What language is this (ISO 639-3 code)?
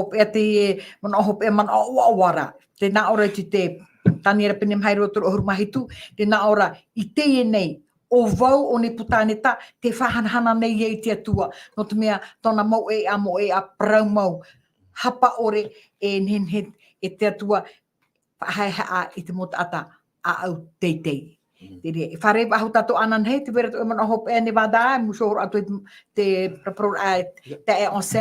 tah